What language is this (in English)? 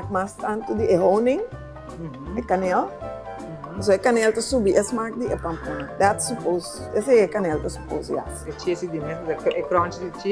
Papiamento